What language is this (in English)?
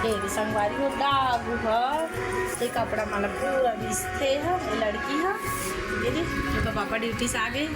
Chhattisgarhi